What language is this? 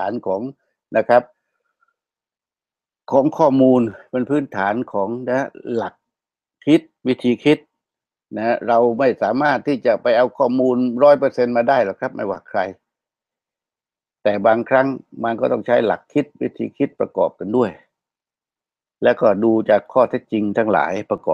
Thai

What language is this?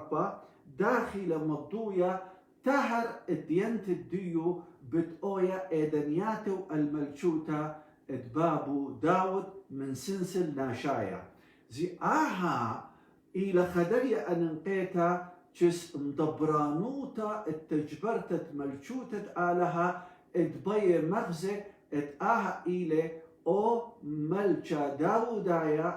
Assyrian Neo-Aramaic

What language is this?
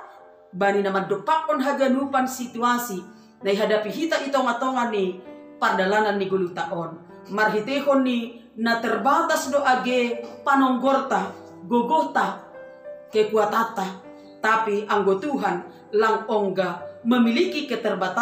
Batak Simalungun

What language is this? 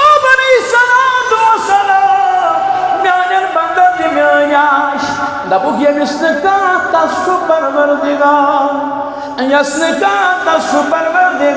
Kashmiri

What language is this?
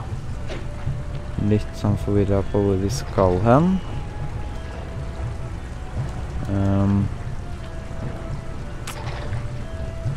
Norwegian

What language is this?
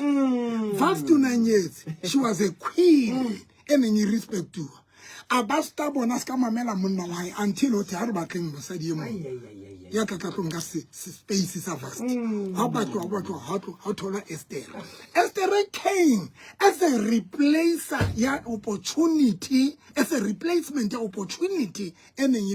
Southern Sotho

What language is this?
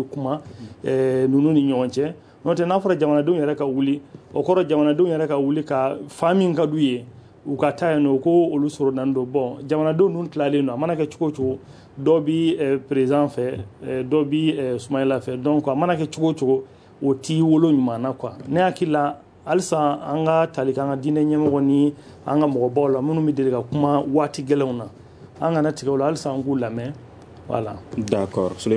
Bambara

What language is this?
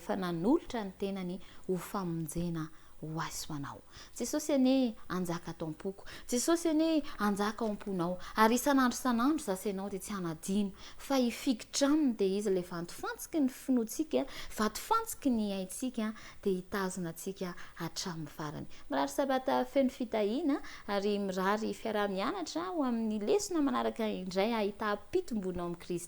Malagasy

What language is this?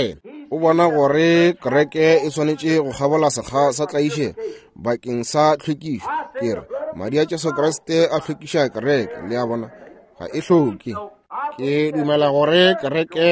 Northern Sotho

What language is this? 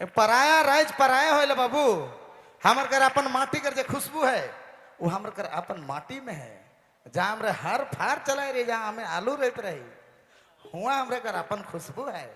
Sadri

